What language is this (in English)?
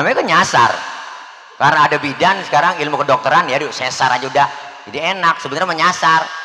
Betawi